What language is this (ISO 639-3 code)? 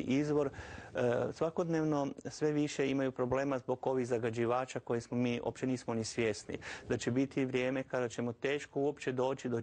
hrv